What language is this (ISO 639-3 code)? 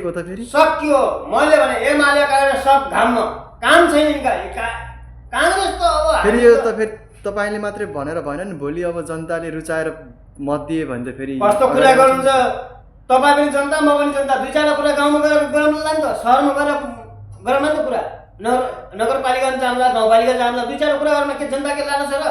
nep